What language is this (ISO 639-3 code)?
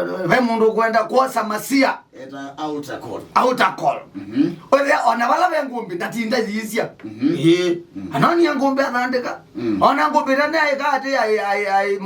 kam